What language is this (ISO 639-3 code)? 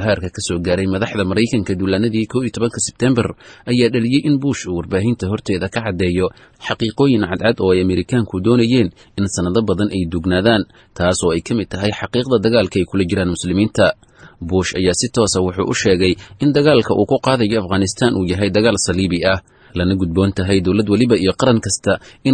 som